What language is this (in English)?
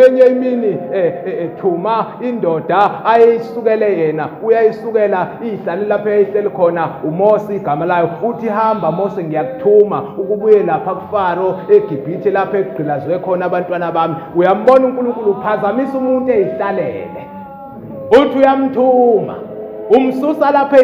Zulu